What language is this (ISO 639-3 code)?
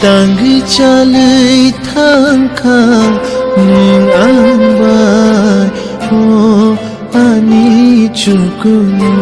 trp